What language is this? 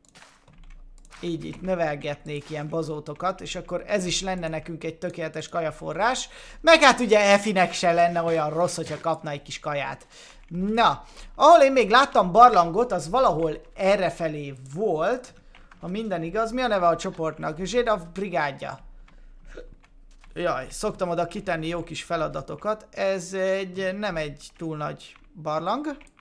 Hungarian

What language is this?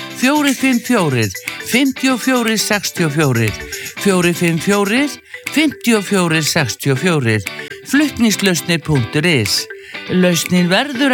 Icelandic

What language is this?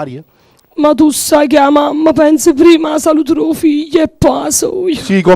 Neapolitan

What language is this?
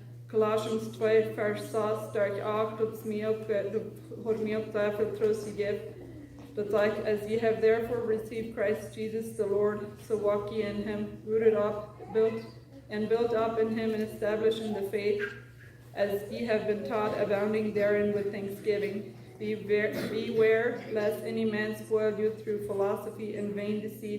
Plautdietsch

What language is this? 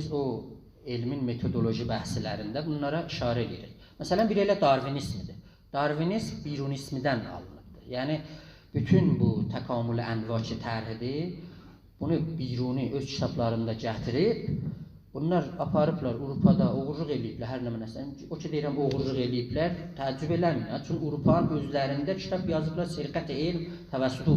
South Azerbaijani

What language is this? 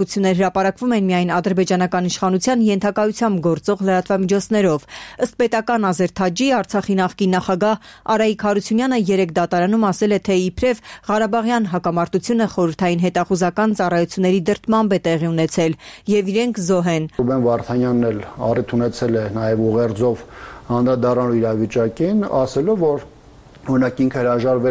Armenian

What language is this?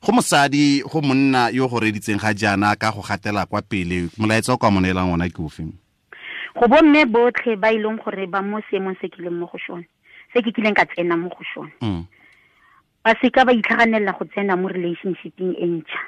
Tswana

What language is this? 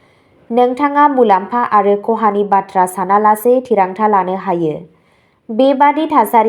Bodo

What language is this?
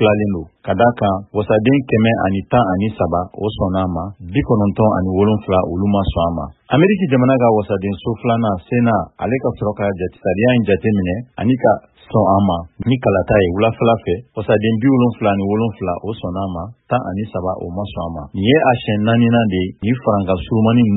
Bambara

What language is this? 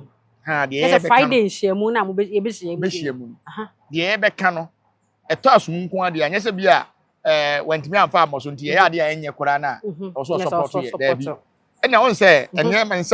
Akan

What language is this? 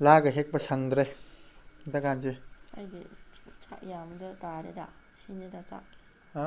Manipuri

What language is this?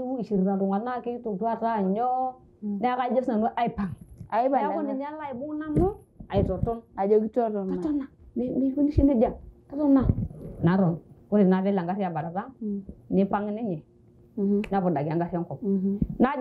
Masai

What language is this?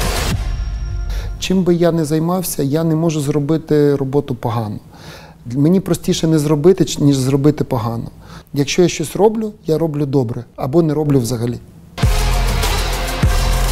Ukrainian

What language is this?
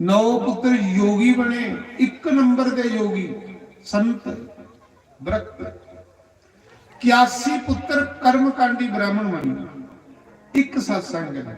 Dogri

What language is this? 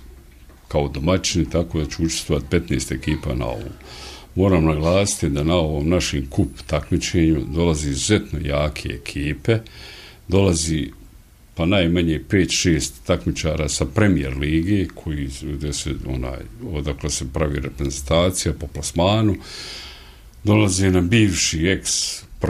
Bosnian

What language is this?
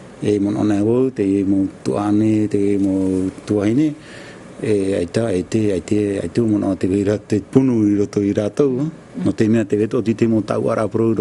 Tahitian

